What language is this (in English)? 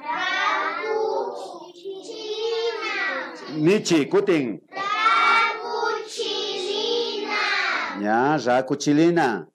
Imbabura Highland Quichua